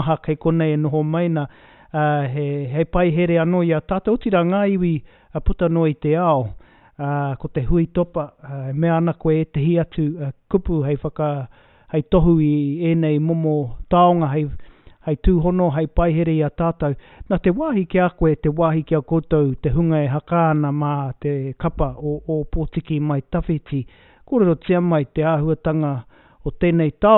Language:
Māori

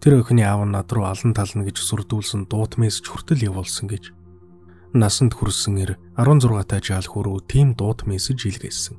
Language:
Mongolian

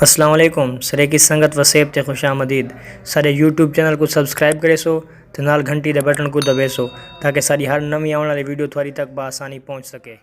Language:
Saraiki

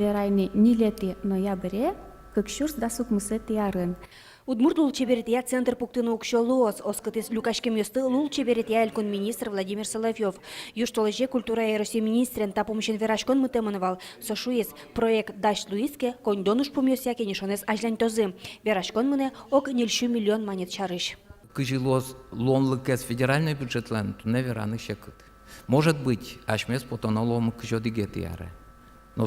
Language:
Udmurt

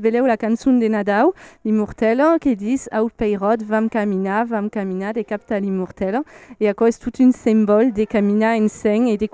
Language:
Occitan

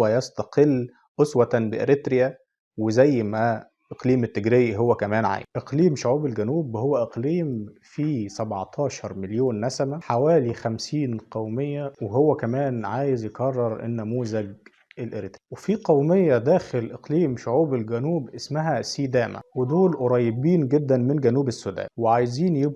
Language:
Egyptian Arabic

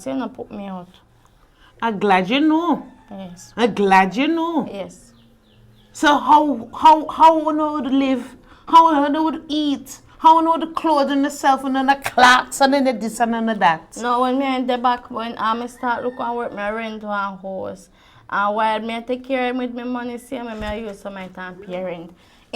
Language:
Jamaican Creole English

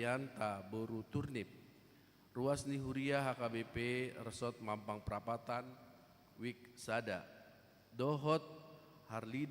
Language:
Batak Toba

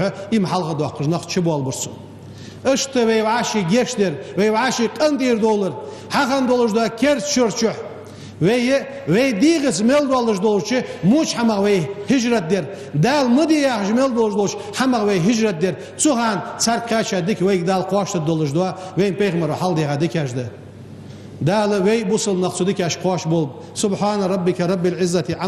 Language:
Ingush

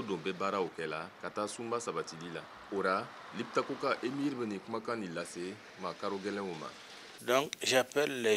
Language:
Bambara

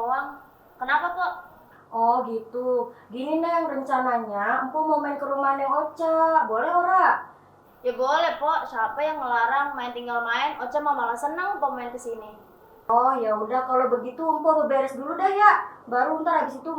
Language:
Betawi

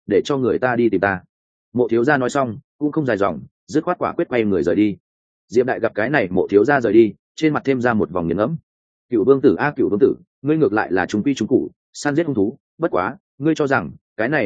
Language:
Vietnamese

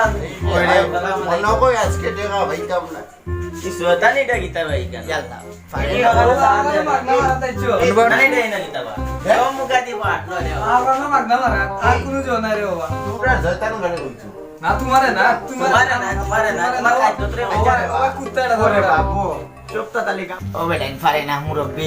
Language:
Sylheti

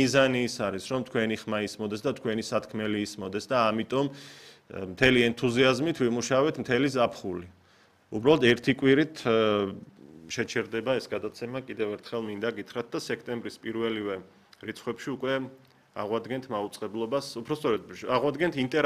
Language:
Georgian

